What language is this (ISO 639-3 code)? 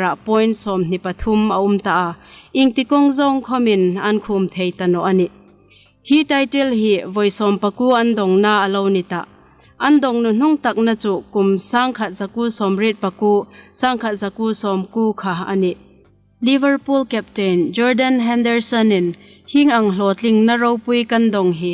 hmr